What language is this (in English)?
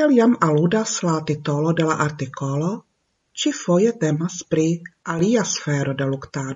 Esperanto